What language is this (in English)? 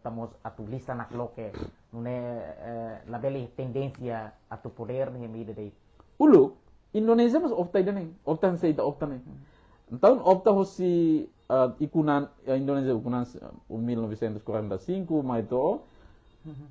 Tetum